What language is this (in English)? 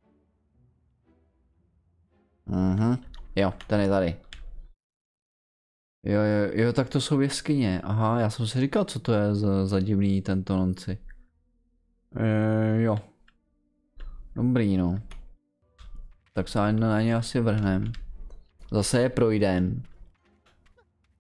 Czech